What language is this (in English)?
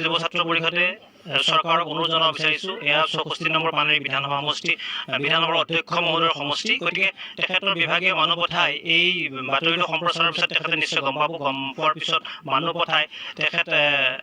Assamese